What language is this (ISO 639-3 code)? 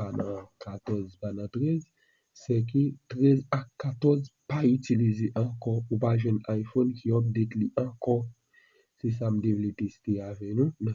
hat